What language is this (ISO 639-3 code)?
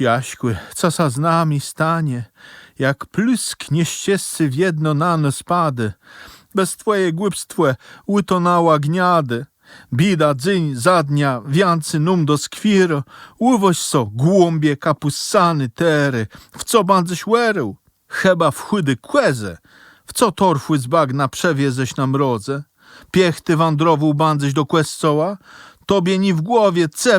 csb